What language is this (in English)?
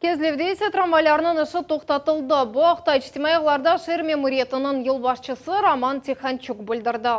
Crimean Tatar